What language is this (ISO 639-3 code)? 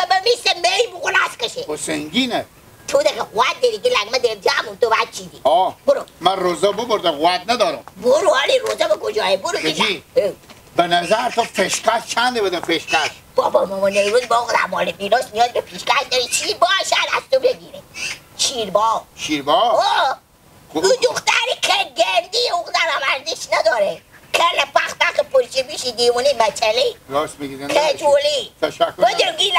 haz